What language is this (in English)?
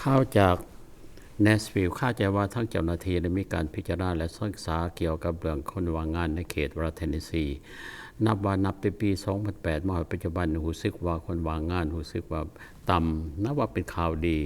Lao